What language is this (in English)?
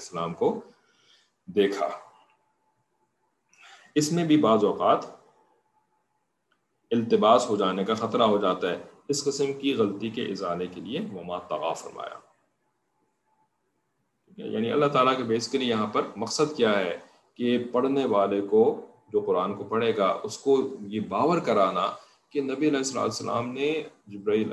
Urdu